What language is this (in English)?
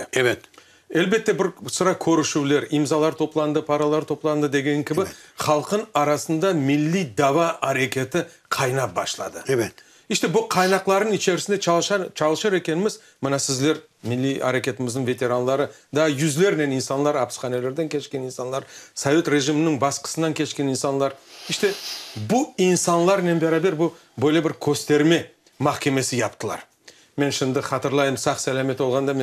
Crimean Tatar